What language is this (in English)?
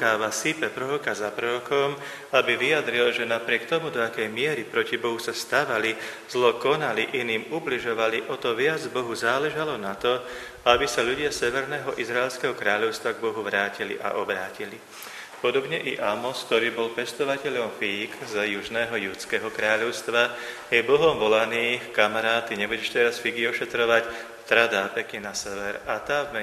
Slovak